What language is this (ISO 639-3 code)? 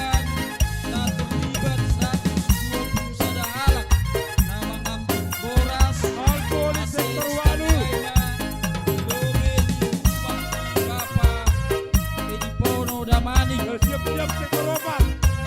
bts